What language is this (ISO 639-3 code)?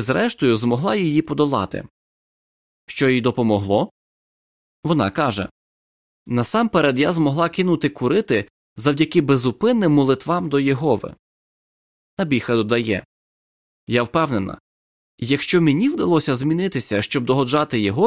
ukr